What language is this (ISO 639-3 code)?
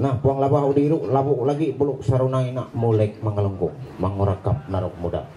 mhy